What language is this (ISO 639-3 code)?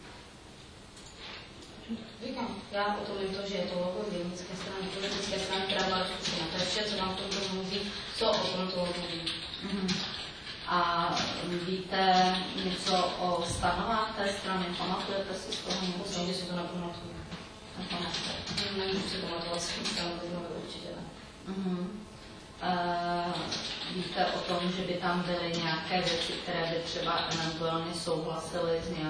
ces